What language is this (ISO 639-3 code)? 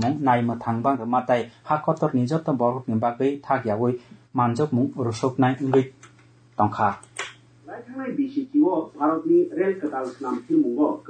trp